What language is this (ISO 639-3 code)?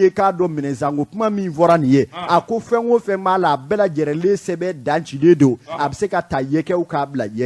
bam